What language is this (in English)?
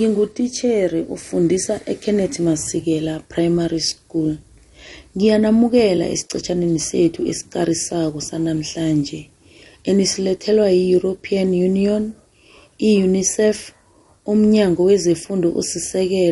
South Ndebele